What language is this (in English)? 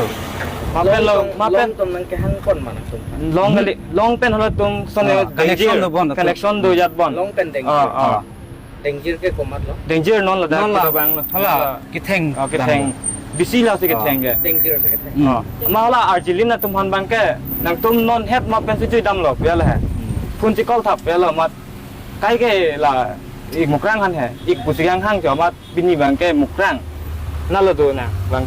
Karbi